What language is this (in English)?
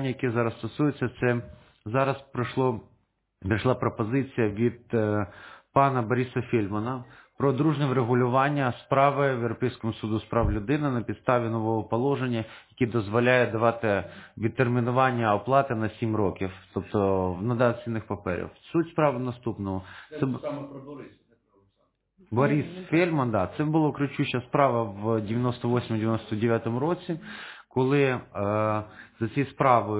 Ukrainian